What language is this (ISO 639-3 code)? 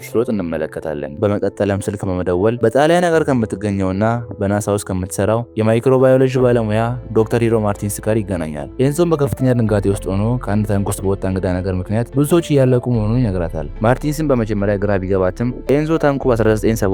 amh